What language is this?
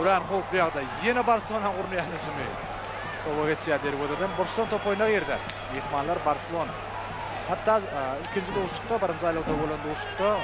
Turkmen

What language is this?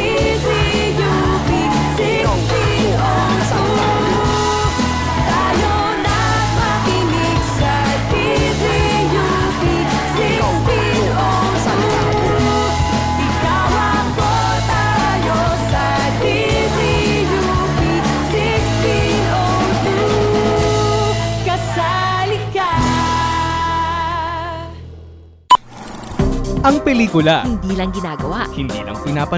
Filipino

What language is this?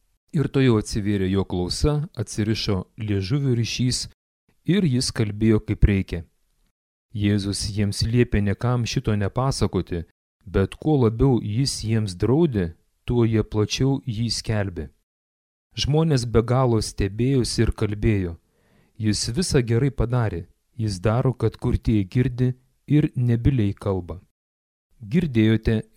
Lithuanian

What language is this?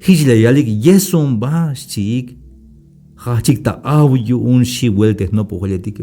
Tzeltal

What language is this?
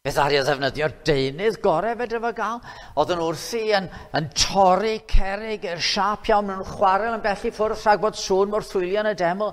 Welsh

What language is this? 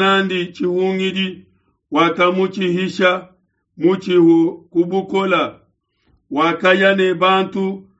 Luba-Lulua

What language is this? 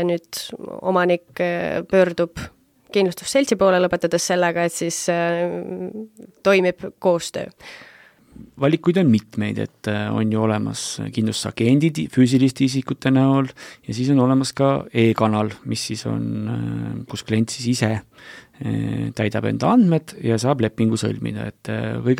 Estonian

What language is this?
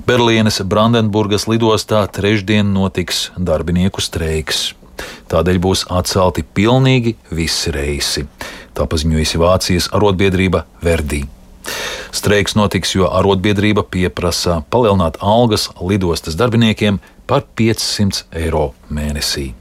Latvian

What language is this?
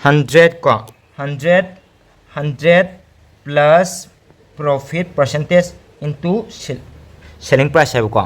Manipuri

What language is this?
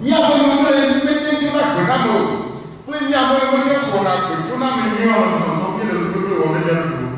Ewe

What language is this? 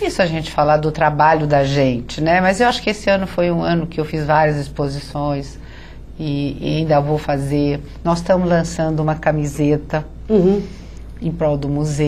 Portuguese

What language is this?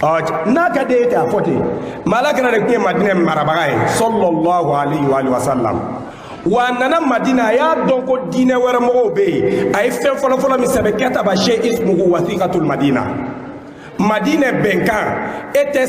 Bambara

